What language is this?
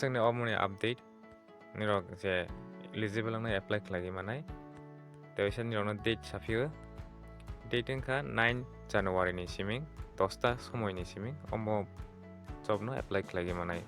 Kok Borok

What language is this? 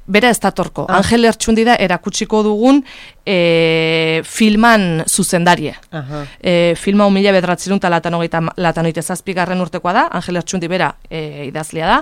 Basque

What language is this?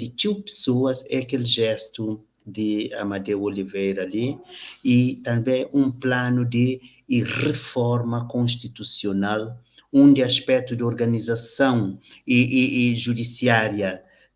Kabuverdianu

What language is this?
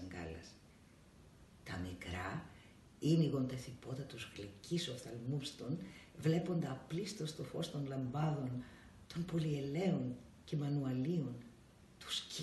Greek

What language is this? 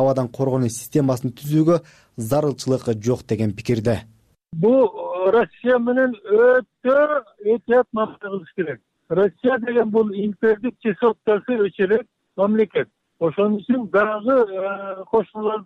Kyrgyz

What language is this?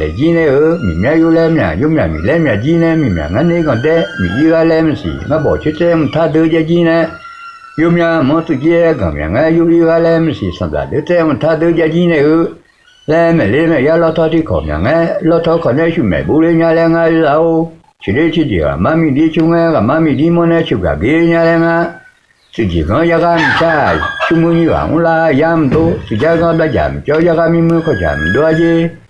Akha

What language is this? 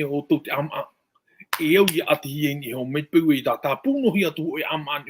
Tahitian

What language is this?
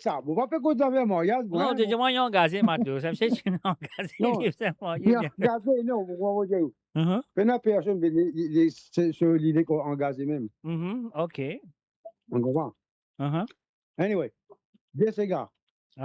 Morisyen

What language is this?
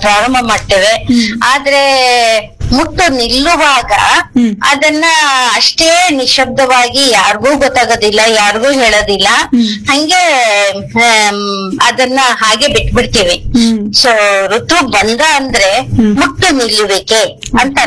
Kannada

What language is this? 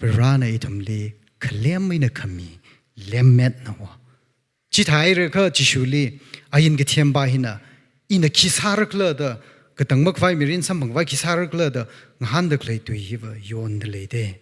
Tangkhul Naga (India)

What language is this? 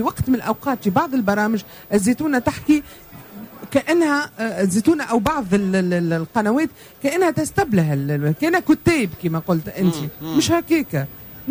Tunisian Arabic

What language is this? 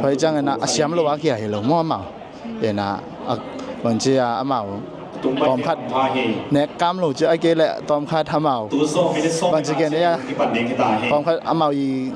Tedim Chin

